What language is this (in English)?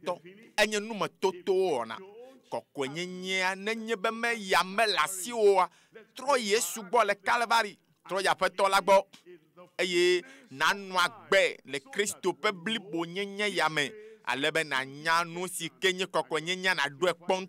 Ewe